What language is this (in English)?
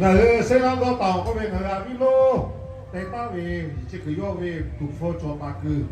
Lahu